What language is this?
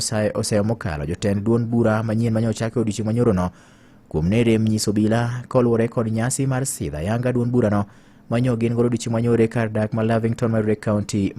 Luo (Kenya and Tanzania)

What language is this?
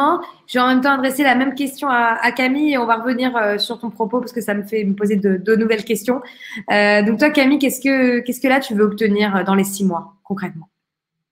French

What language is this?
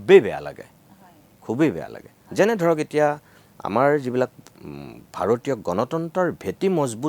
Assamese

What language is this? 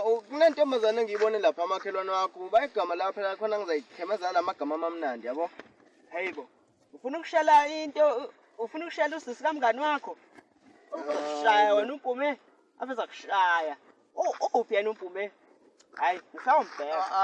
Zulu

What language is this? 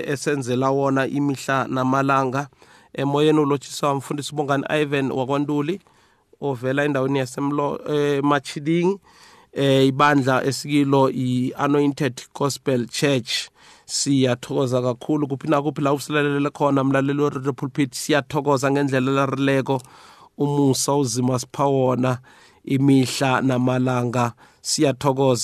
South Ndebele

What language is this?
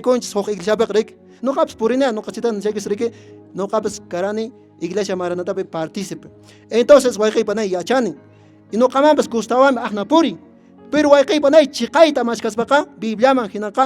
Quechua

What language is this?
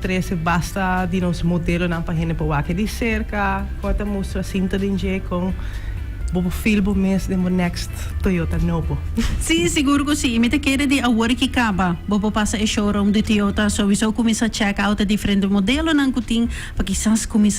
Papiamento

